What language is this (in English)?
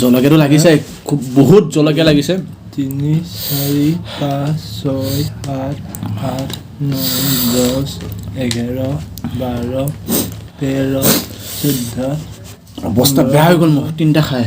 Assamese